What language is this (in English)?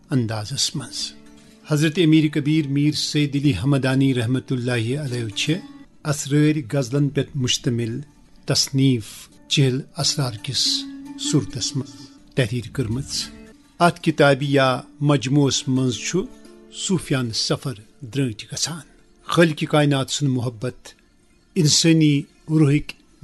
Kashmiri